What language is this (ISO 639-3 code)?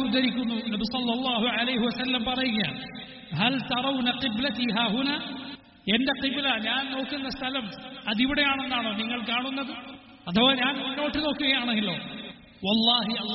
mal